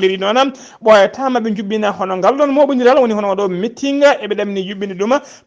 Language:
Fula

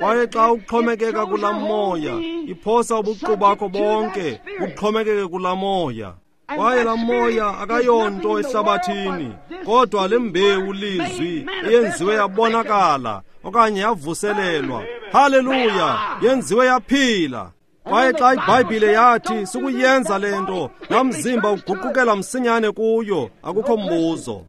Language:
Xhosa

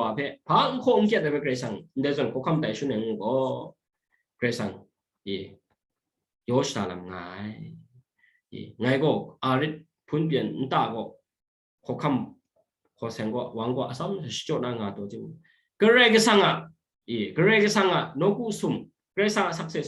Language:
Kachin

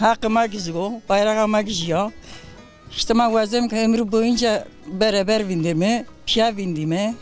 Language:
Zaza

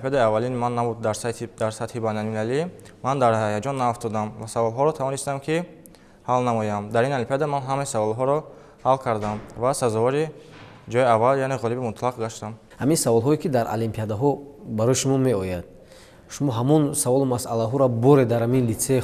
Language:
Tajik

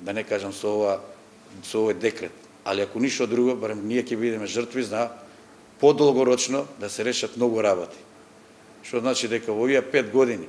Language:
Macedonian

